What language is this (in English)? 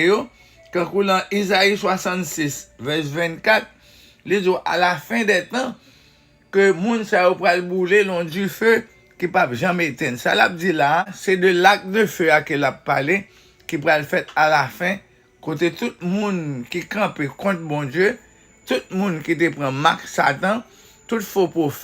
Haitian Creole